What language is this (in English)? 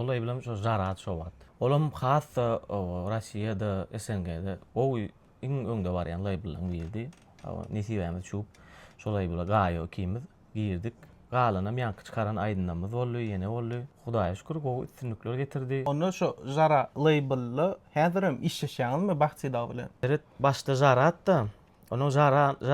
Turkmen